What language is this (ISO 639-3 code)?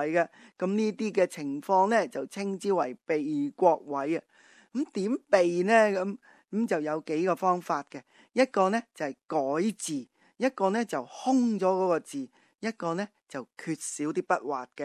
yue